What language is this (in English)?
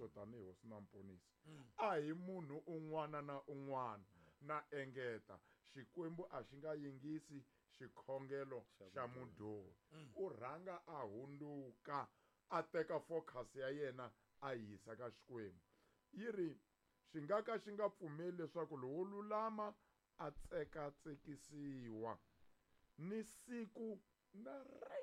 Tsonga